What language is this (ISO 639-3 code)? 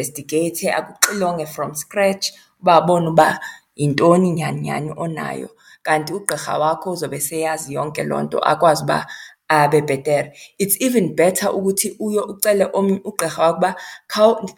xho